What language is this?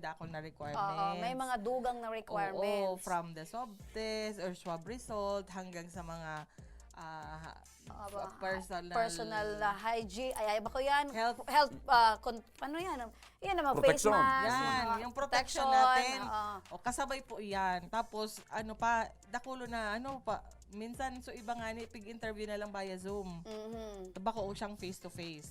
Bikol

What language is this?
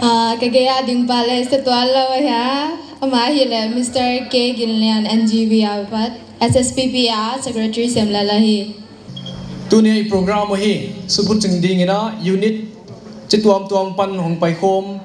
Paite Chin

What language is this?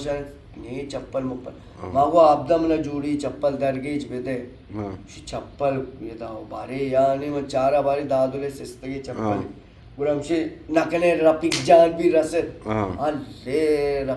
Baluchi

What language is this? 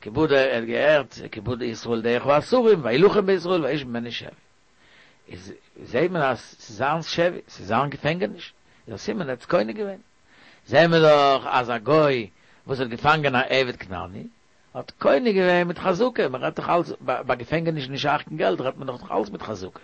Yiddish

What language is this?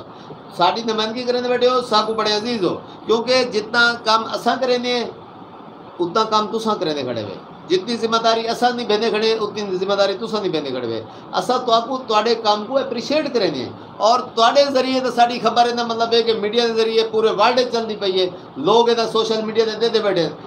Saraiki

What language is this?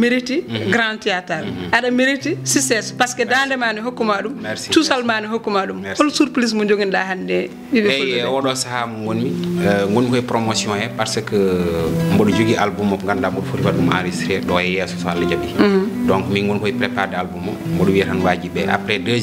Fula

